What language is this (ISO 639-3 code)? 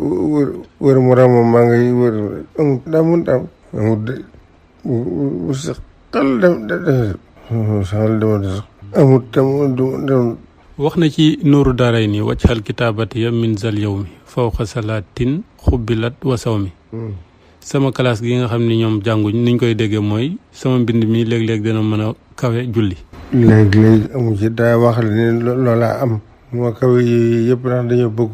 wol